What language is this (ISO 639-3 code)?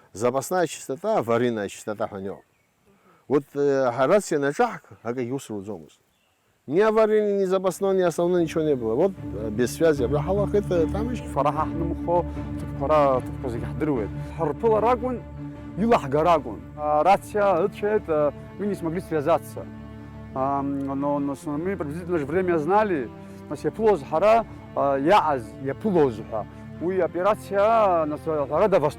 abk